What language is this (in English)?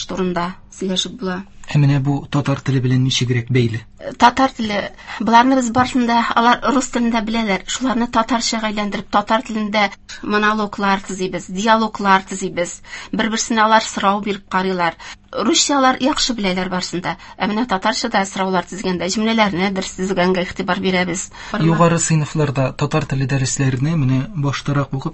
Tatar